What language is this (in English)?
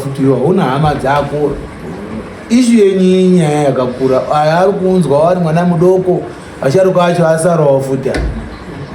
Shona